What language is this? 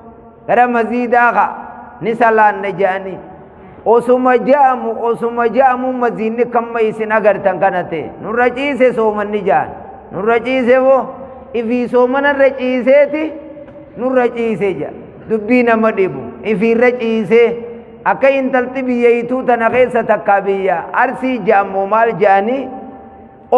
Oromo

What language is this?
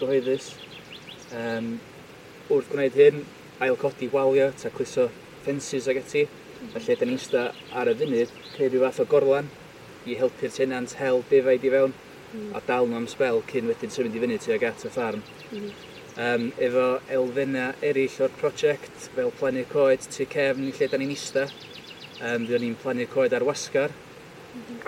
Welsh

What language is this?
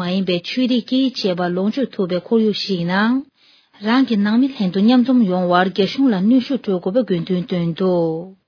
Tibetan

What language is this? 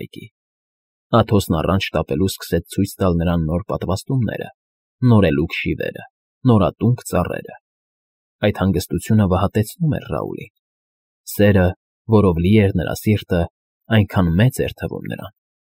Armenian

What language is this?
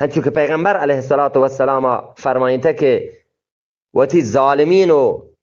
Eastern Balochi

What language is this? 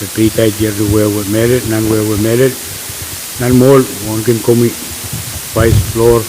Pohnpeian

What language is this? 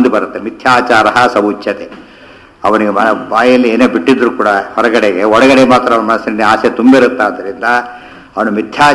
Kannada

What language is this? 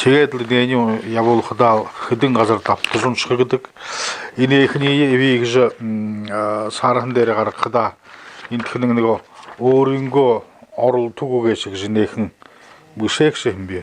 Buriat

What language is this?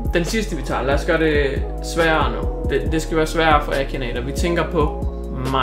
Danish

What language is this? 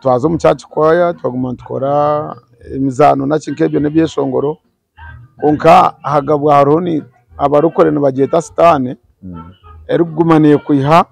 Nyankole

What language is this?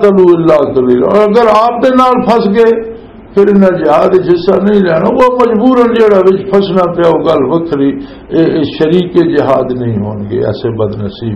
Western Panjabi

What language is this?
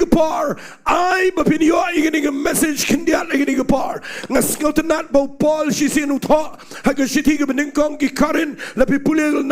Khasi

